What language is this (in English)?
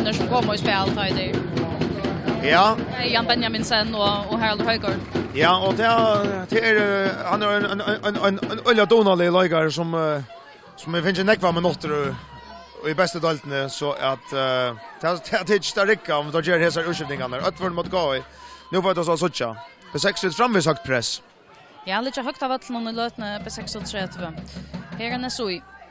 Faroese